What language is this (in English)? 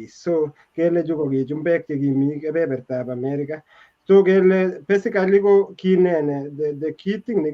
Kalenjin